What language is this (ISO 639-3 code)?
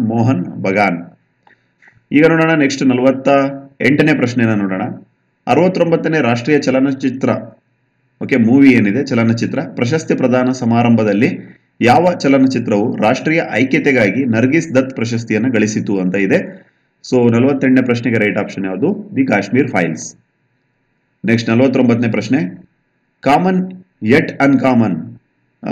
kan